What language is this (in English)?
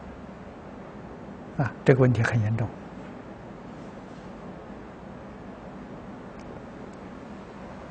Chinese